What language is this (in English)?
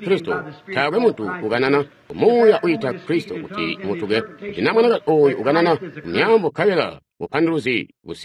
Tonga (Zambia)